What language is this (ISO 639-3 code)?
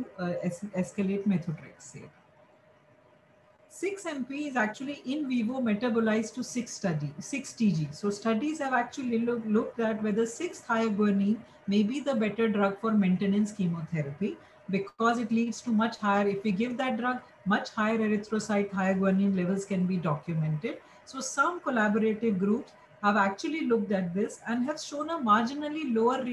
eng